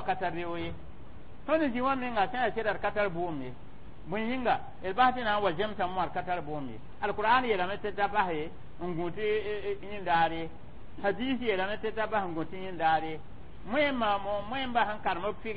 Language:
Mossi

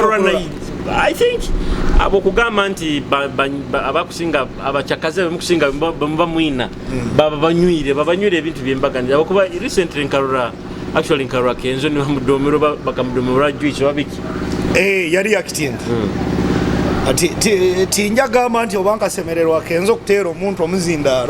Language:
Nyoro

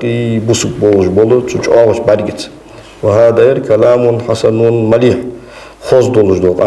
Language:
Ingush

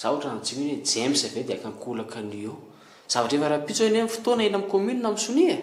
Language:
Malagasy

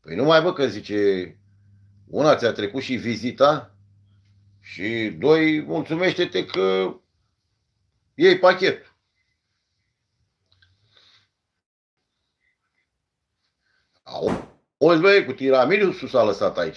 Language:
Romanian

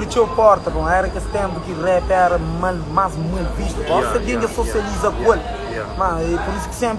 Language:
Kabuverdianu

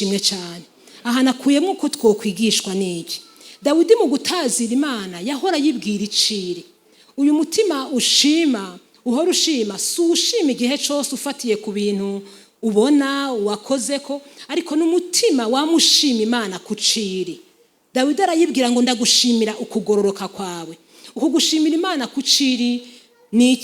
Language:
Rundi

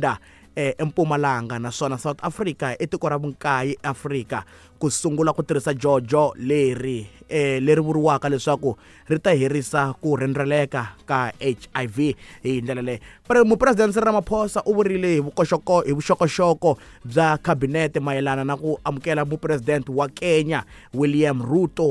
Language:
Tsonga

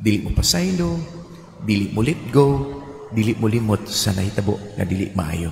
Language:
Cebuano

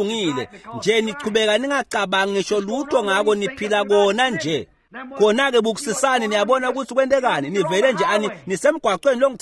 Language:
Swati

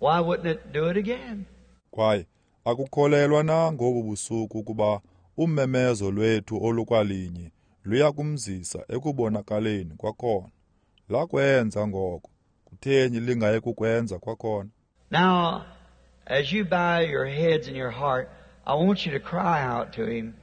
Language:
Xhosa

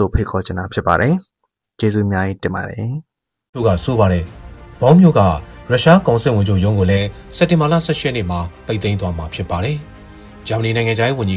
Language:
Burmese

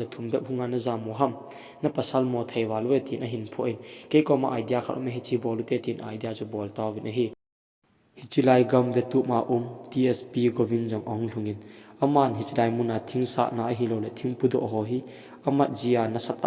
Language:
Thado Chin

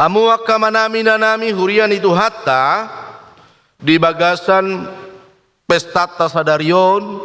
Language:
Batak Toba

